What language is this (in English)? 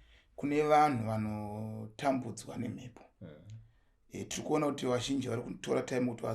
Shona